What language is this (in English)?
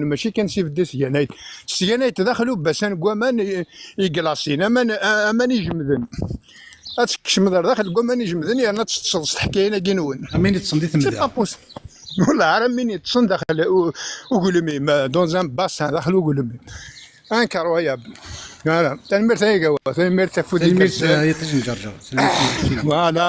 Kabyle